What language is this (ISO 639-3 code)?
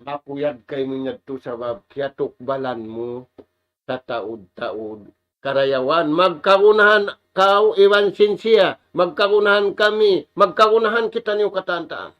tsg